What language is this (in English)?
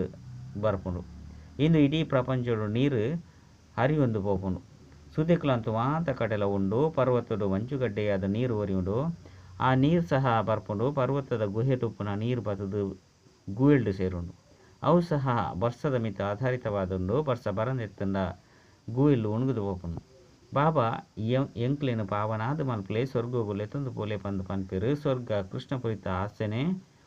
Tulu